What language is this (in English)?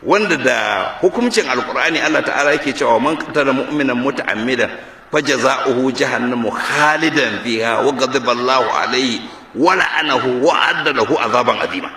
Hausa